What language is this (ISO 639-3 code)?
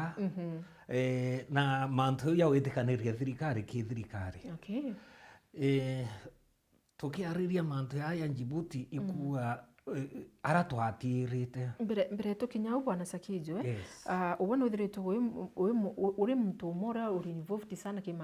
mer